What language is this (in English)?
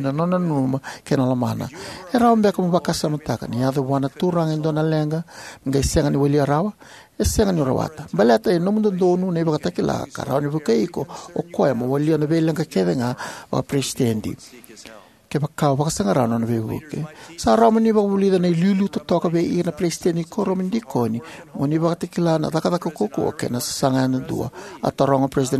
Fijian